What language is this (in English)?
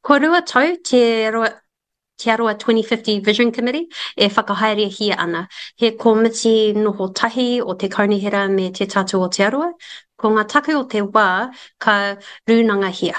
Māori